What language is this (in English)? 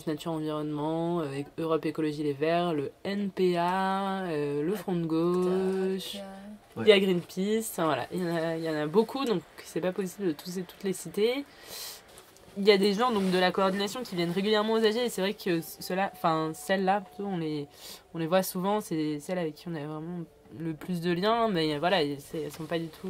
French